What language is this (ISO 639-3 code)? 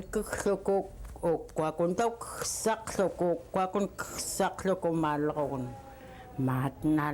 esu